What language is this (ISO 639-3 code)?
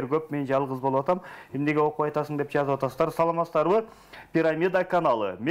kir